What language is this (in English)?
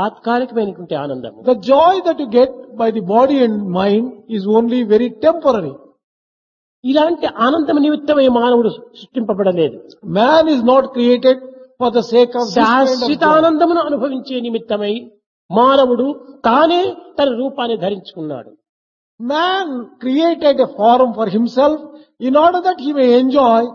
Telugu